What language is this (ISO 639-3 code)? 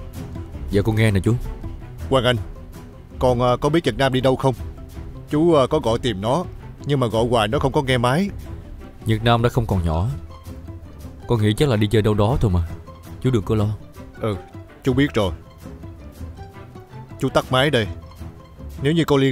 vie